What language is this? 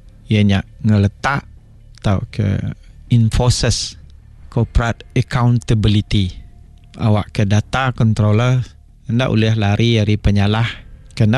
Malay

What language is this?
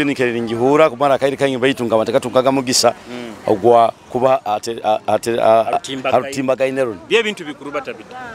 Nyoro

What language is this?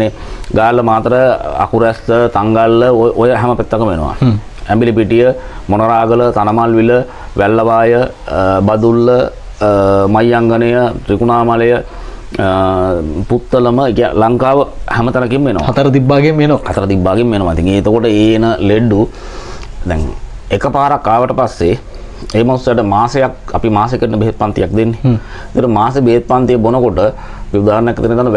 Sinhala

